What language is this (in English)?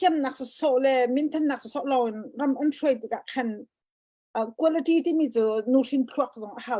Hakha Chin